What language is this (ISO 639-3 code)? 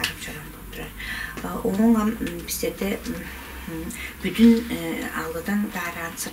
tyv